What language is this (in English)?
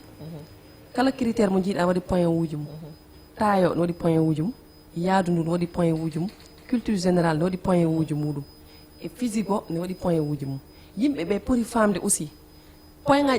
Fula